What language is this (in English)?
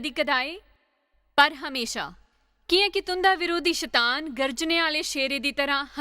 Dogri